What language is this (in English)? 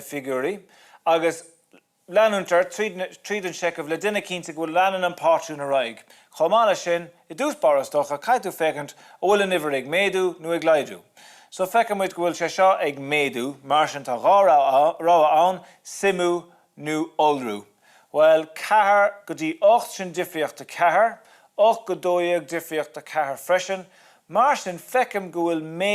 Irish